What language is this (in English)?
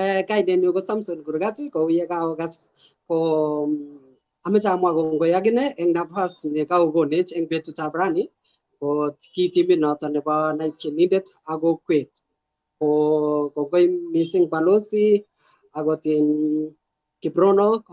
Kalenjin